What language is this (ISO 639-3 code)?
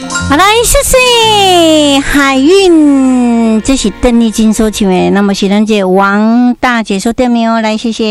nan